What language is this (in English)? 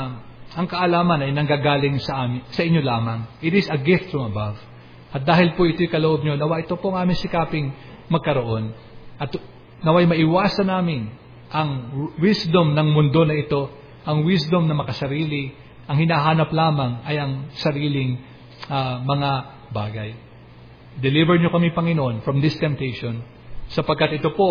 Filipino